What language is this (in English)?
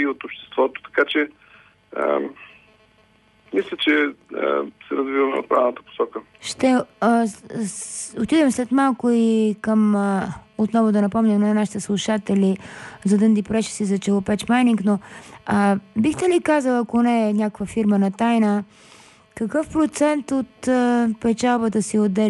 Bulgarian